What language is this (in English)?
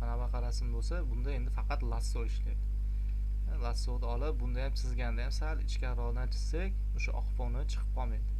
Uzbek